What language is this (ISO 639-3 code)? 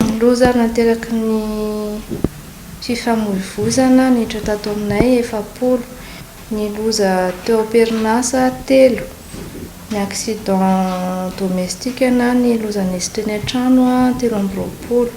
mlg